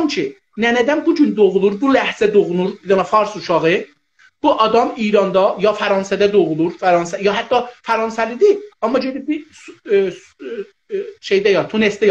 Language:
South Azerbaijani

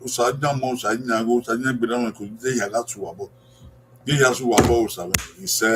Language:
Bini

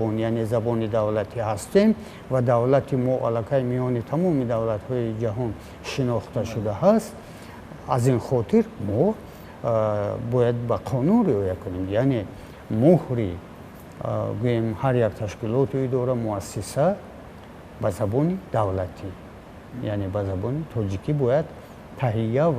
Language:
Tajik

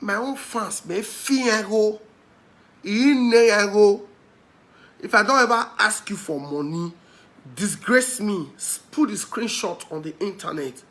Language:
Nigerian Pidgin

